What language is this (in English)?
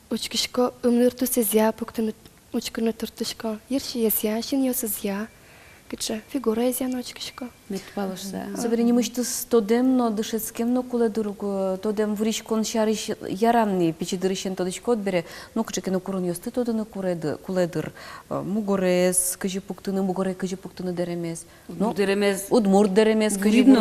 Udmurt